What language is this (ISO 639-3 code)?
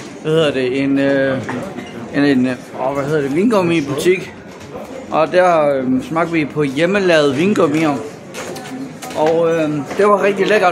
dan